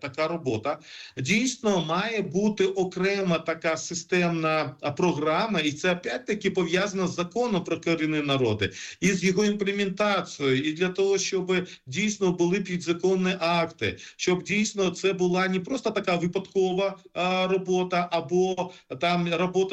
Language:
Ukrainian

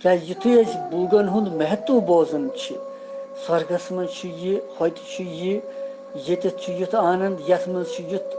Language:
Kashmiri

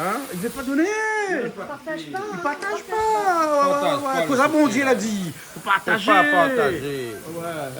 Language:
Réunion Creole French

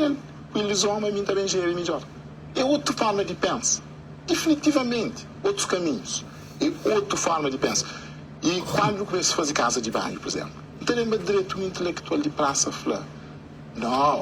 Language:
Kabuverdianu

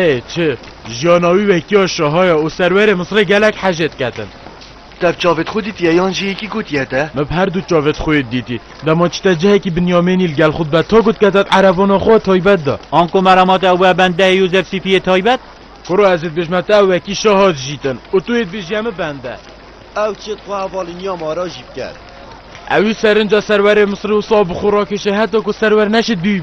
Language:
Kurdish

